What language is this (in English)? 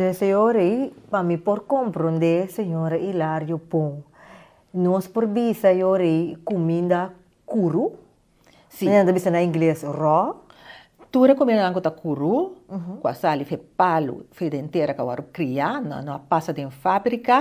Papiamento